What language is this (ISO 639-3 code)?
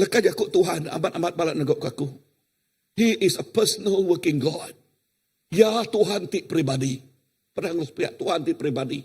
iba